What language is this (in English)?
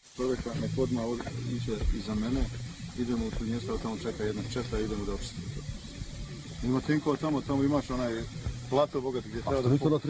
Bosnian